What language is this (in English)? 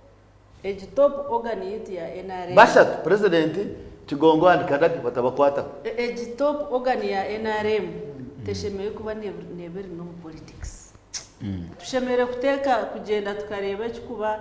Nyankole